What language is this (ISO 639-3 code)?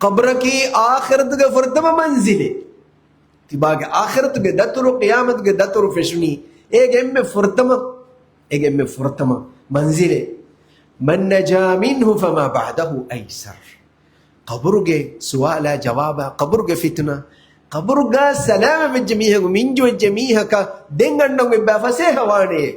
div